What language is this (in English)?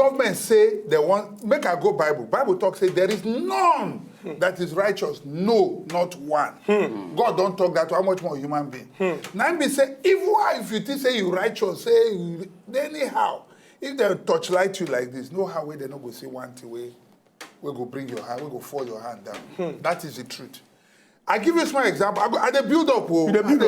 Nigerian Pidgin